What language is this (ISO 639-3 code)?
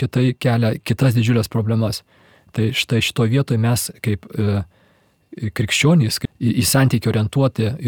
lit